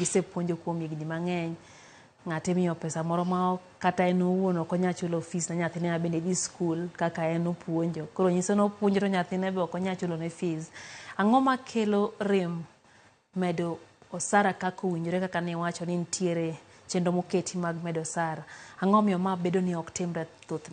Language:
Luo (Kenya and Tanzania)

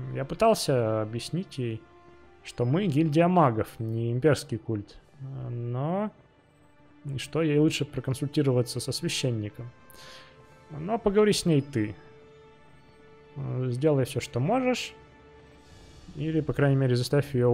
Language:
Russian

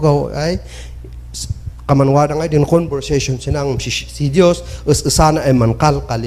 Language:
Kankanaey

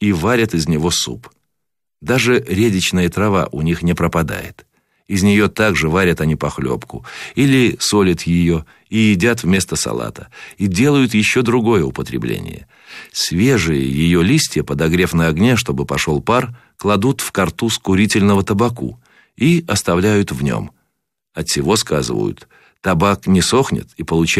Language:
Russian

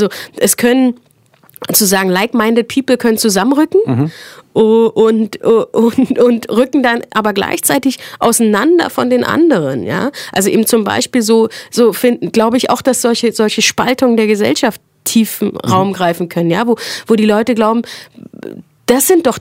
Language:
German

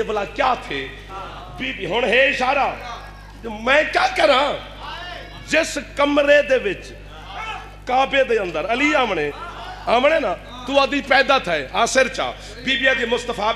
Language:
Saraiki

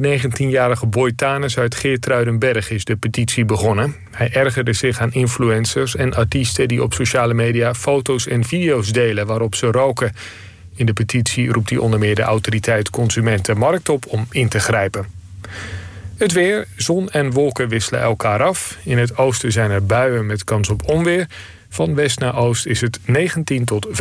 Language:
Dutch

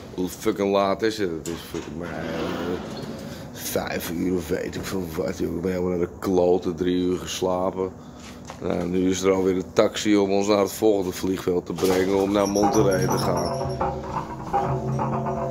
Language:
Dutch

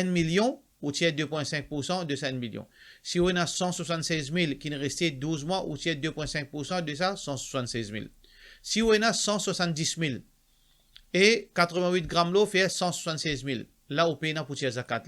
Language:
Morisyen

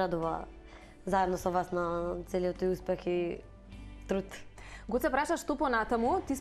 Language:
Macedonian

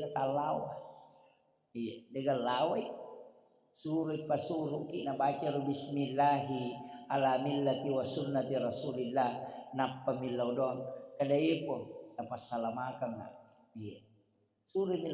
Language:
Buginese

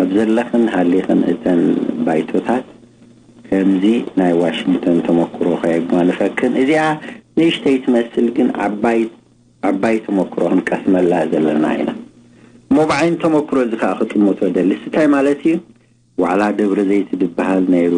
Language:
Tigrinya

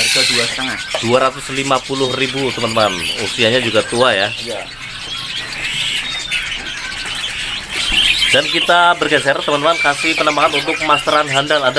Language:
Indonesian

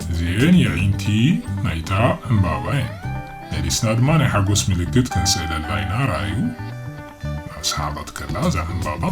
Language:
Tigrinya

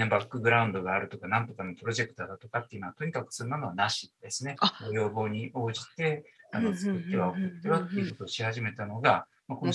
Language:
Japanese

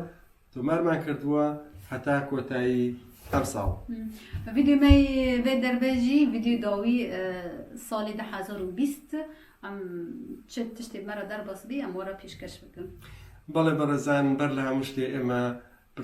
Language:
Kurdish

